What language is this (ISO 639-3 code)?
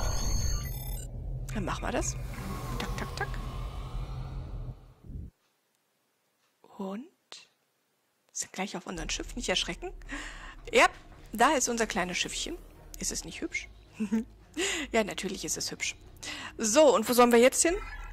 deu